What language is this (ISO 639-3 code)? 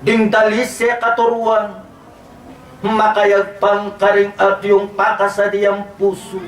pam